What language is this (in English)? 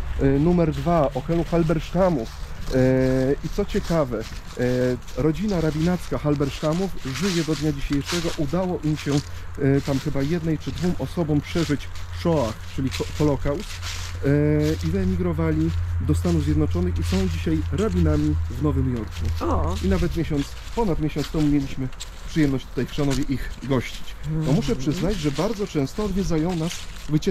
Polish